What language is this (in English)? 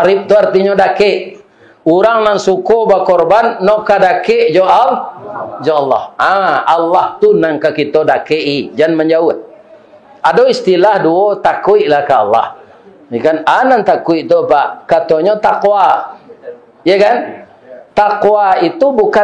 Minangkabau